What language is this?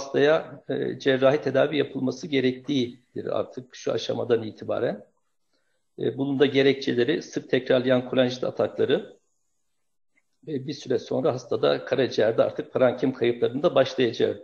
Turkish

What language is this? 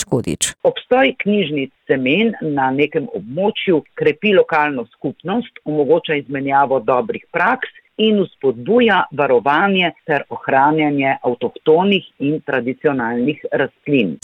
Slovenian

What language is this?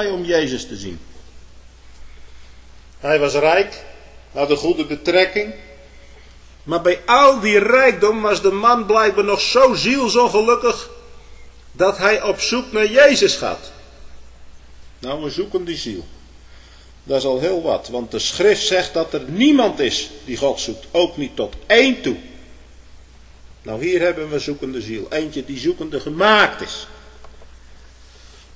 Dutch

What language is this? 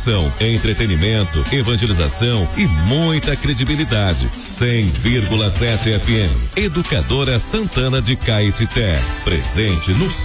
Portuguese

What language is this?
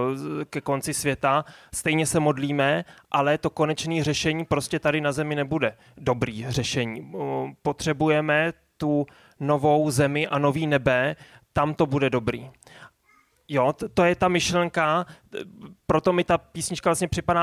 Czech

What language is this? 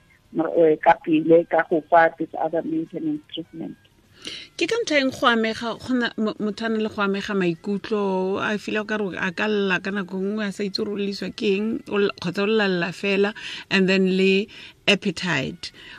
Tswana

